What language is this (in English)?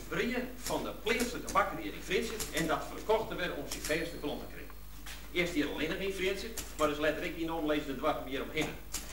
Western Frisian